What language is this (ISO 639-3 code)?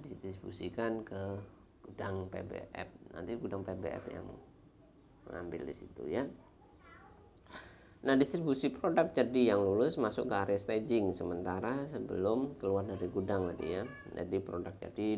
ind